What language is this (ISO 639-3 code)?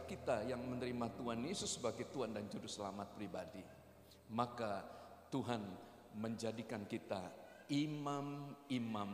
ind